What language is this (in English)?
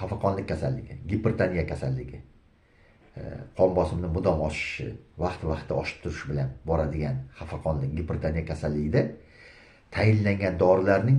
Uzbek